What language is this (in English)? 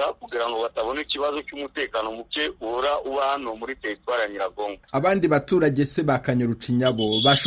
Kinyarwanda